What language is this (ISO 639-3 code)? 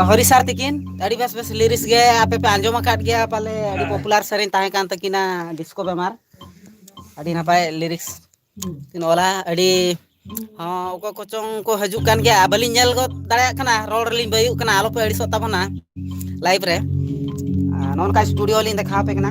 sat